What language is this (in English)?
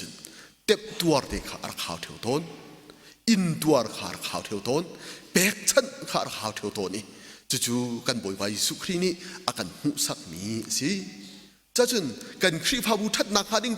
Hakha Chin